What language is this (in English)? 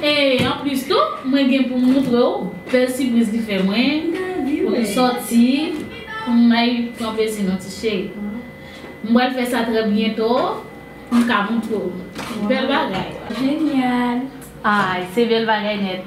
Haitian Creole